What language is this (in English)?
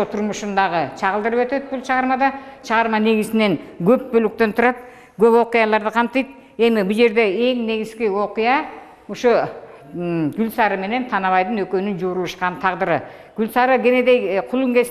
Kyrgyz